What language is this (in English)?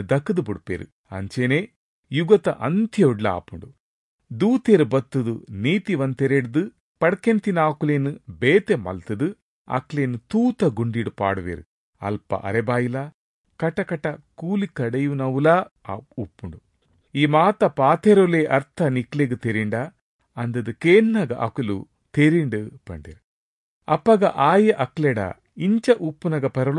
Tulu